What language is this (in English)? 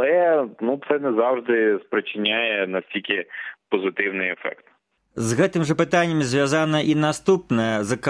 Ukrainian